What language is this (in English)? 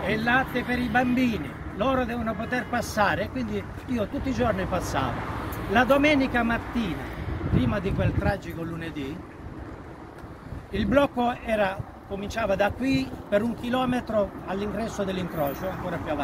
Italian